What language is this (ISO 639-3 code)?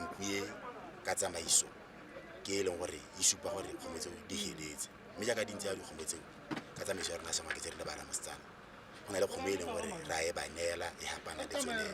tsn